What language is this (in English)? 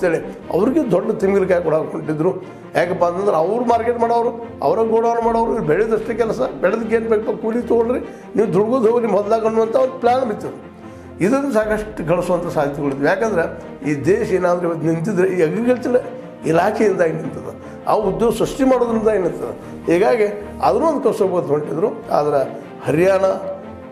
Kannada